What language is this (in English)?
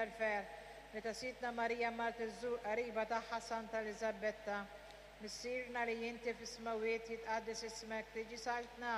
Maltese